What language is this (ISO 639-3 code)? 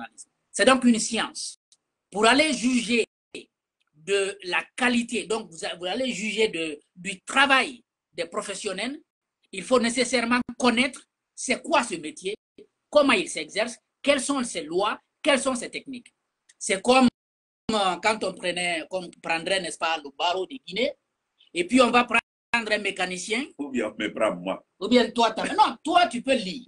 fra